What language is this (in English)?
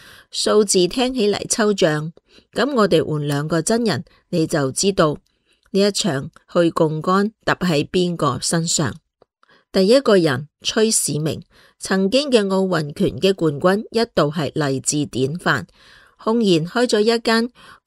Cantonese